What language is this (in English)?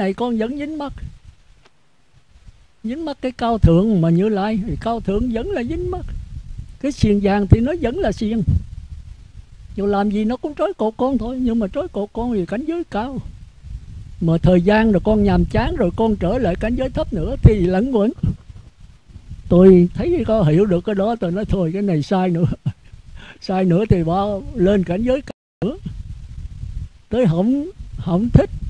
Vietnamese